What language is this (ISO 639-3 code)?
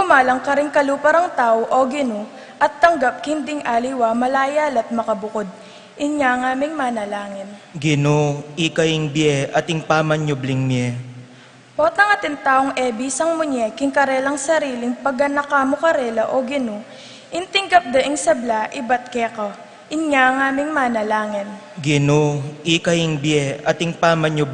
pam